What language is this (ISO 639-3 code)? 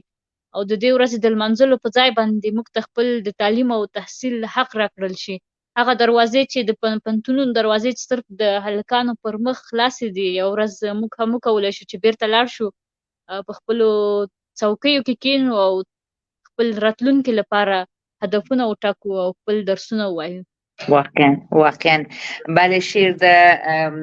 pus